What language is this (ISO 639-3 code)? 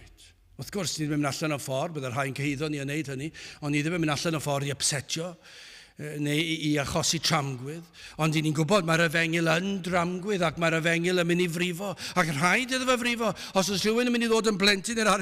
cym